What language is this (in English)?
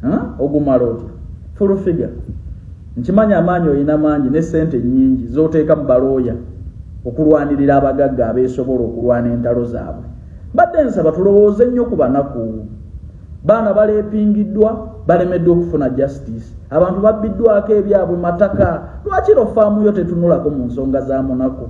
Ganda